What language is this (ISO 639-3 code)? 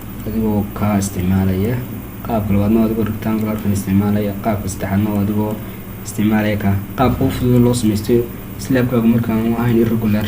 som